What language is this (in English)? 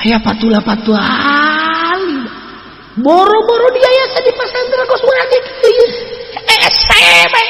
Sundanese